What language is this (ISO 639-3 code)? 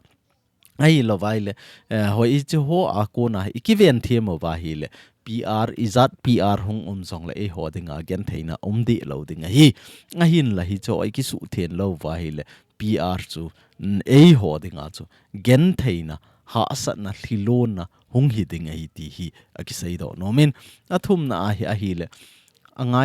tcz